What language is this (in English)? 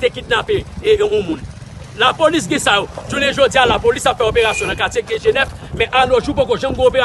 Haitian Creole